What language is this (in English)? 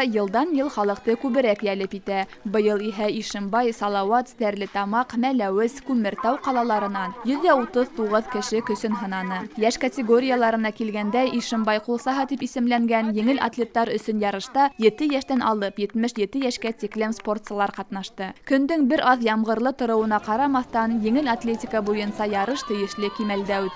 Bashkir